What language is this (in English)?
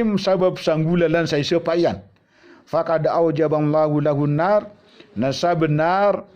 Maranao